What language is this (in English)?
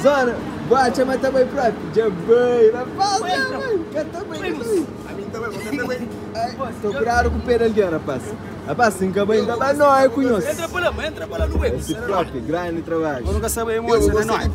Kabuverdianu